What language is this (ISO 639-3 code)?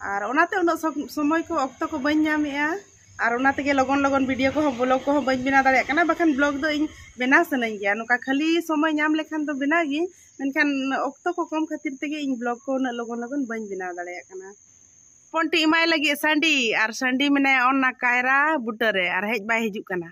sat